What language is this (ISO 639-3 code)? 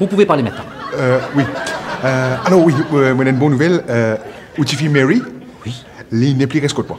mfe